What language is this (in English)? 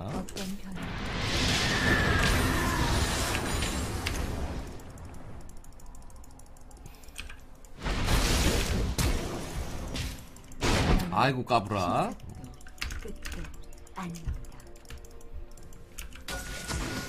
Korean